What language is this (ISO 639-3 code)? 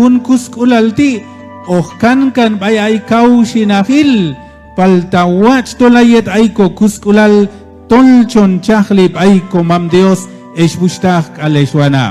kjb